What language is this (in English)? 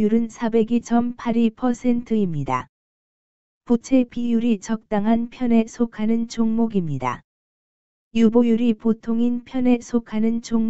Korean